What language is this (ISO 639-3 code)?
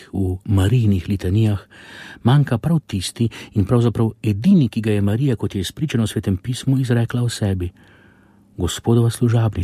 slv